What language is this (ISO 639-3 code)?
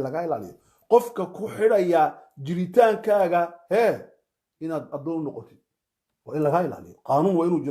som